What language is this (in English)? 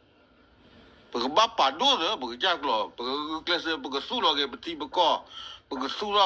S'gaw Karen